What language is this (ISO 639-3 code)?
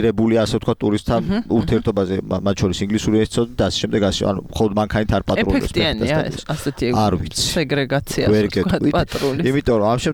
kat